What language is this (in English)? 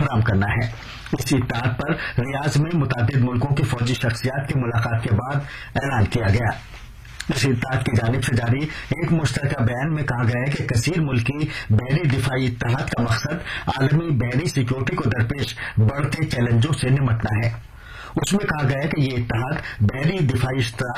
Urdu